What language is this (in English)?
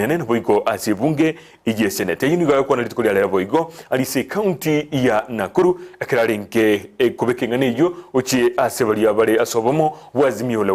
Gusii